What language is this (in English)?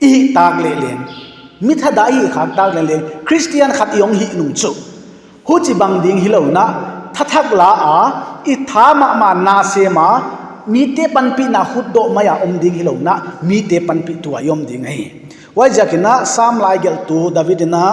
Paite Chin